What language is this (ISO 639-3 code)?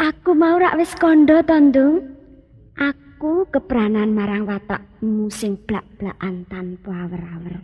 jav